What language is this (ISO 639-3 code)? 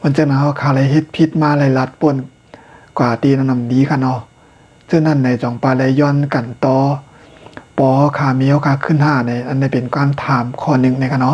shn